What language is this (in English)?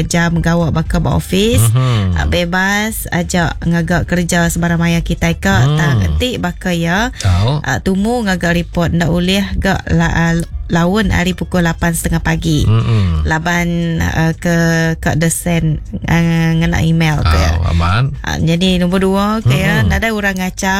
Iban